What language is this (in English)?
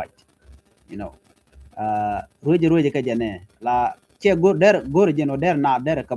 Nuer